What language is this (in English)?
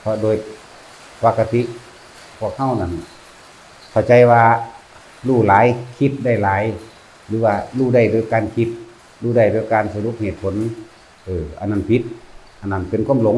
Northeastern Thai